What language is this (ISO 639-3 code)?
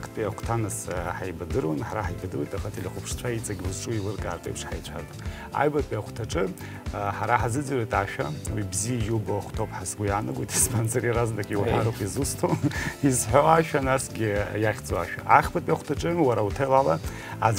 abk